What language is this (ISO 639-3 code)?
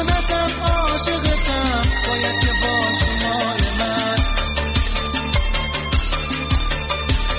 fas